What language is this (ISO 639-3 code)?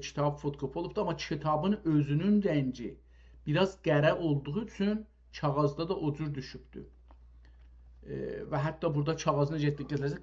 azb